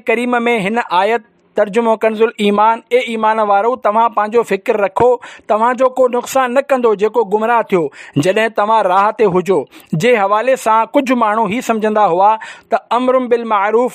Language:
Sindhi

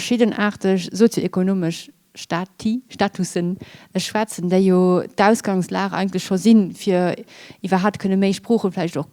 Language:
Luxembourgish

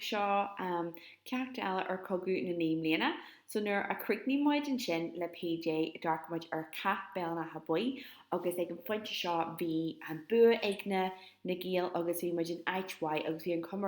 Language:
Irish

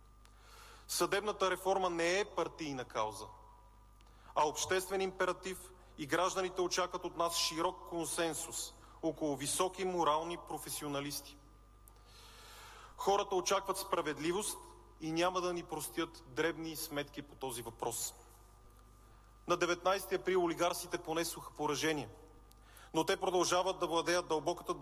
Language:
Bulgarian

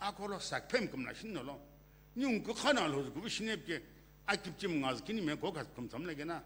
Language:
Sumi Naga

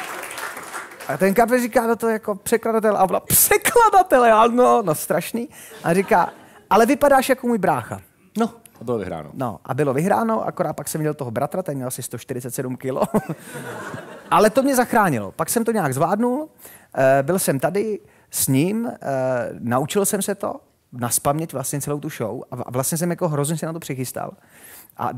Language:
Czech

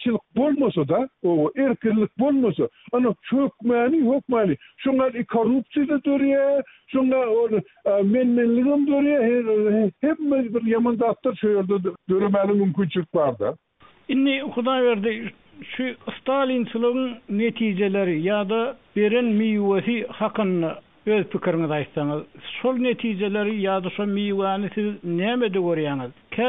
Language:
Turkmen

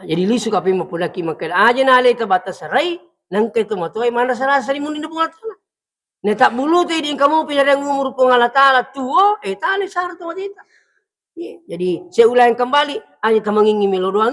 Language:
Buginese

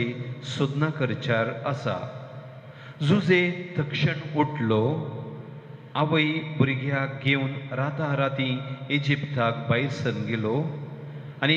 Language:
Konkani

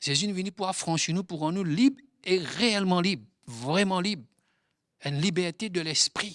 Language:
Morisyen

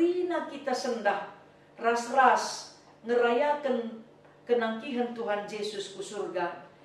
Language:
Batak Karo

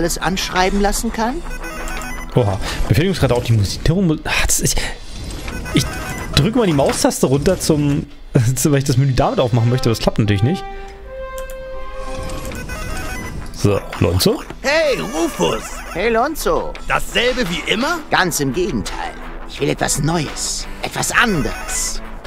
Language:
German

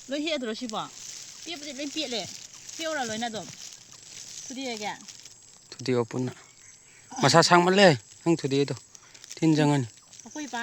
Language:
Manipuri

